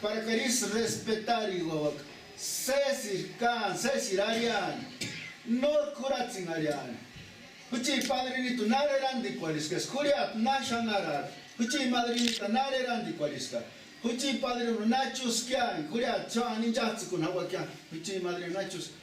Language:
Purepecha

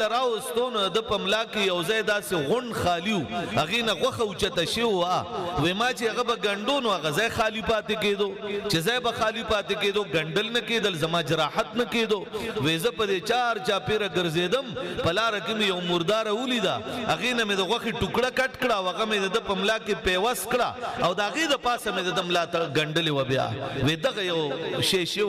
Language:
Pashto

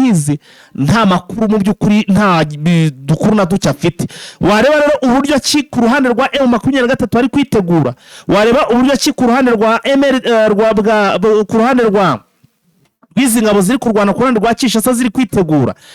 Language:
Kinyarwanda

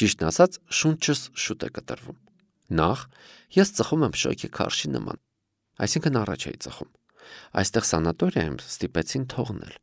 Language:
Armenian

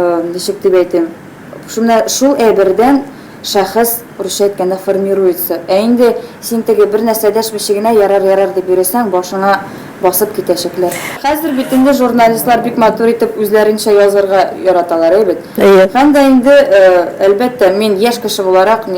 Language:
Tatar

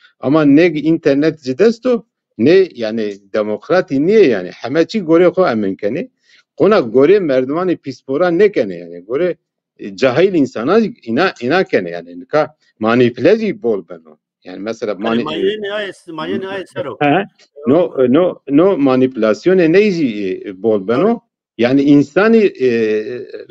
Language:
Zaza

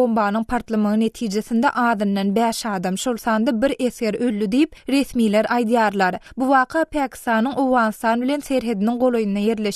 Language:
Turkmen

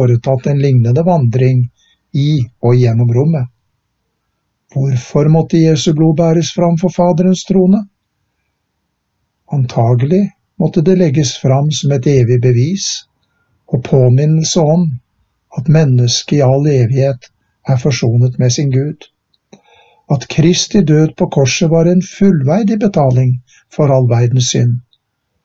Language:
Norwegian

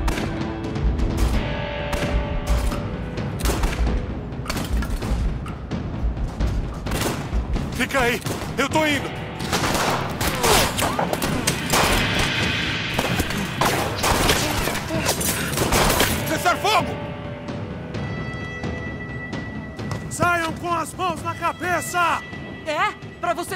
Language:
Portuguese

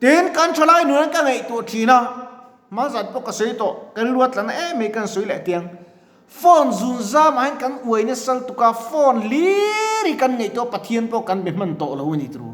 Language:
Mizo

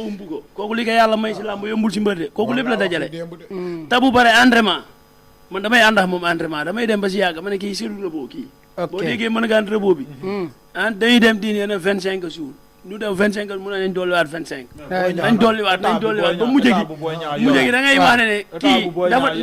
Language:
Wolof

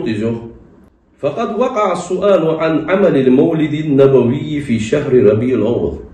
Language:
Ingush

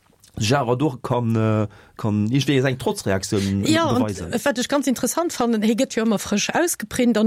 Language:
Luxembourgish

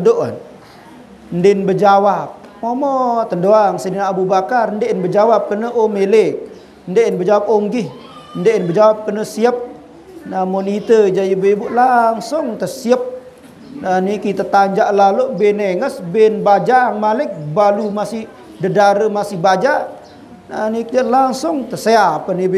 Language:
Sasak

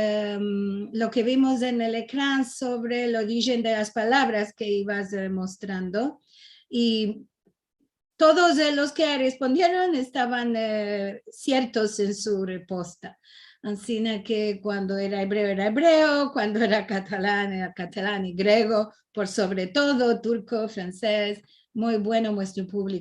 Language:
Ladino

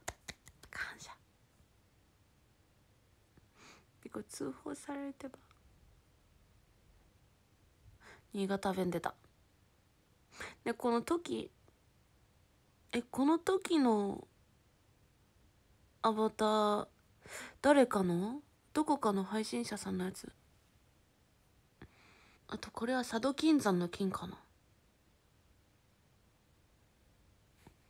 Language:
Japanese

